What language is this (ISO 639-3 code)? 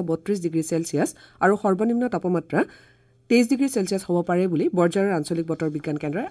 asm